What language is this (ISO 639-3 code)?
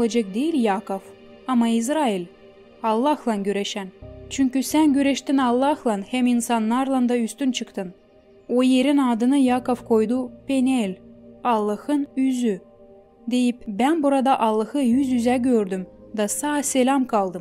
gag